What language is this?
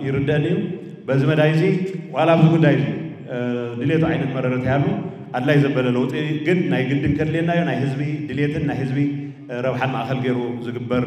Tigrinya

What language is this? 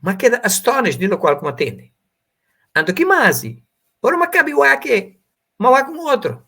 Papiamento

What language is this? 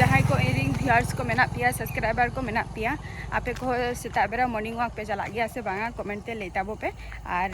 Santali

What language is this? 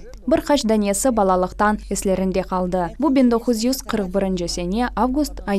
Crimean Tatar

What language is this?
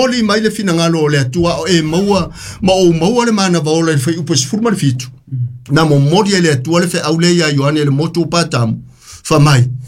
Samoan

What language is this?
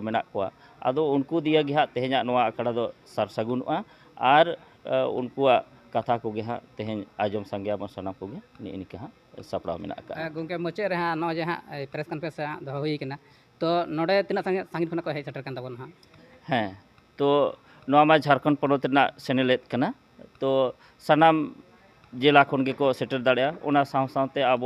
Santali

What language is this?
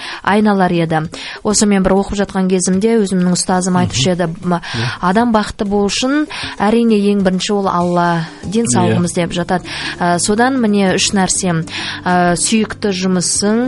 Kazakh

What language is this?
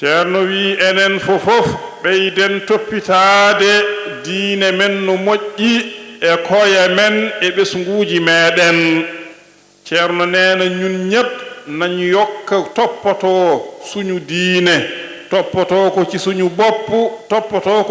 Fula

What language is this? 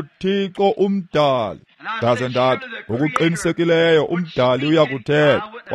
Xhosa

